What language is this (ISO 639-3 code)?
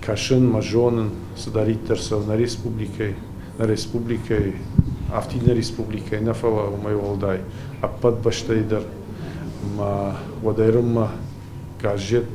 oss